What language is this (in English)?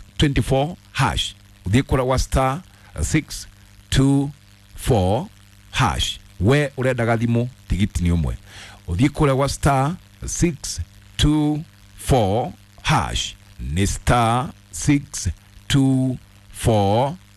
Kikuyu